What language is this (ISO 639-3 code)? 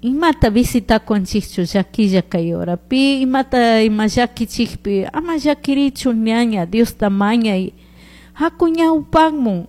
qug